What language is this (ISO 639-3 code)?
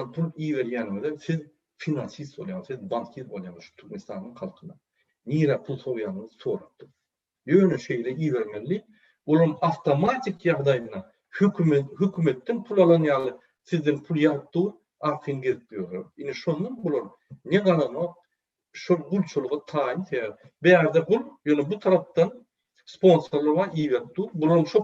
tuk